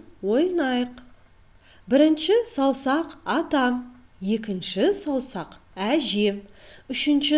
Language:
Kazakh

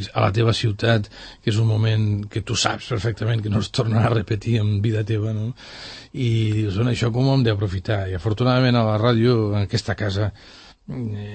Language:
Catalan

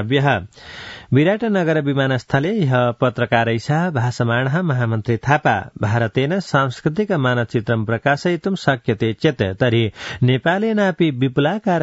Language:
Sanskrit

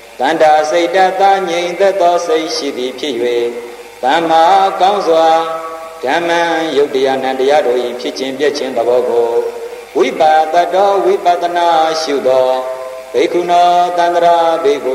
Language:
Burmese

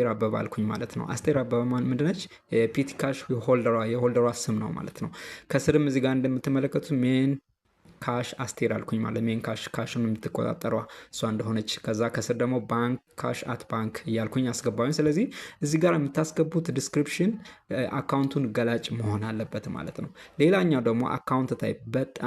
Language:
Amharic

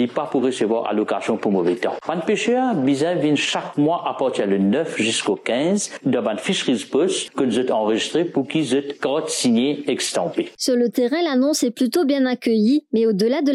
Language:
Morisyen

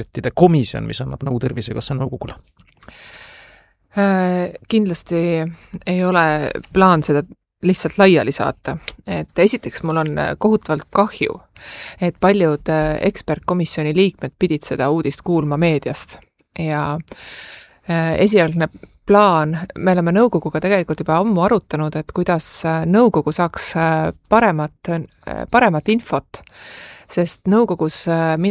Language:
Estonian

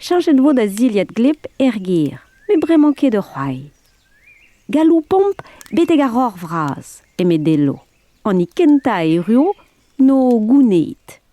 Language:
Breton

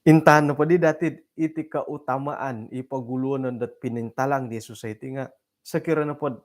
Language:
Central Dusun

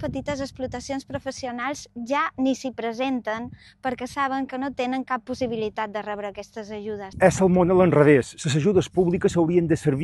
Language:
Catalan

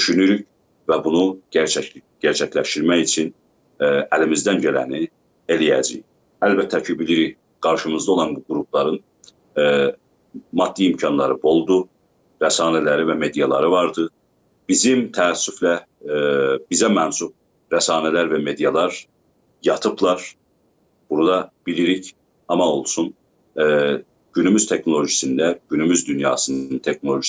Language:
South Azerbaijani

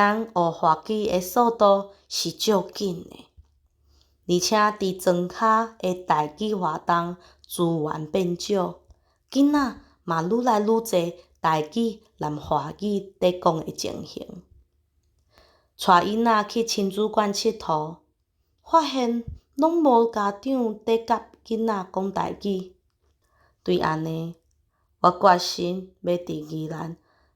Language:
Min Nan Chinese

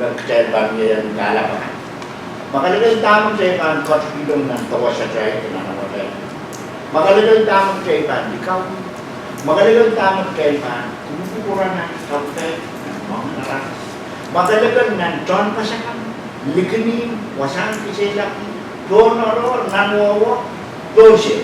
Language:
Pohnpeian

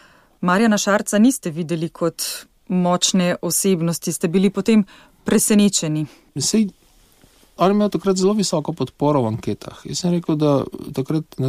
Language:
Slovenian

